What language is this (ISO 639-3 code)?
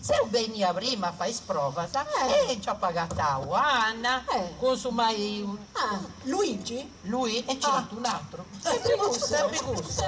srd